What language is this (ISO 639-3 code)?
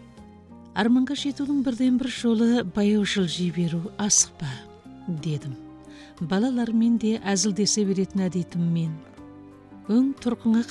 kaz